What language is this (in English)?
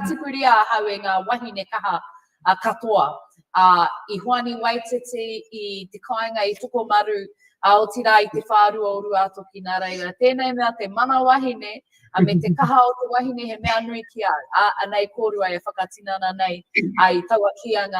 Māori